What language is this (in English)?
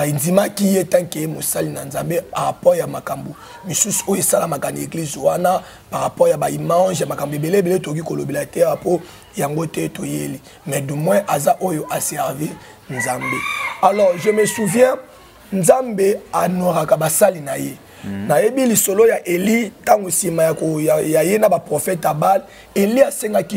Lingala